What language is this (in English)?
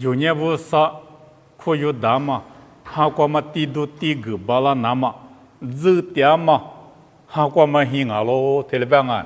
Lisu